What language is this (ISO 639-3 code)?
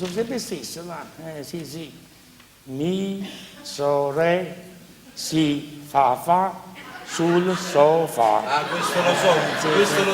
nap